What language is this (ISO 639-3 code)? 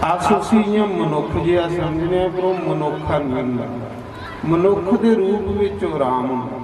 doi